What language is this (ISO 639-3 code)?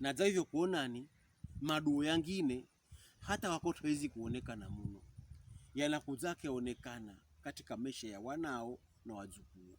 pkb